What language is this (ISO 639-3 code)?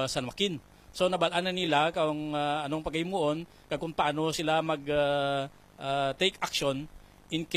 hil